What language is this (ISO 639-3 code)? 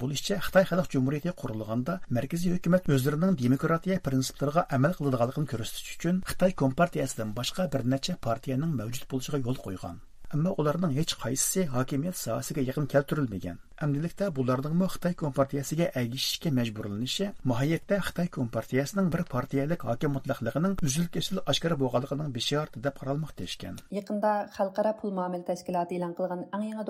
uig